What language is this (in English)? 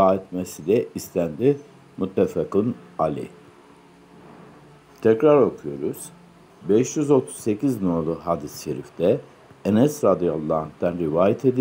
Turkish